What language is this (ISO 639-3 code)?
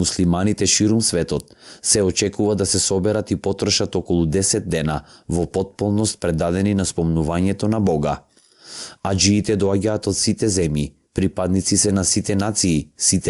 mkd